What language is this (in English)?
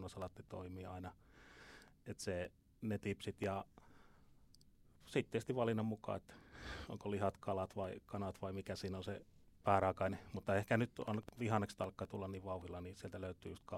Finnish